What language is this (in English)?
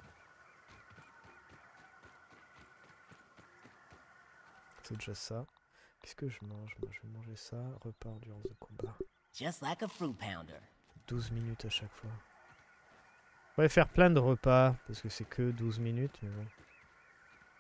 French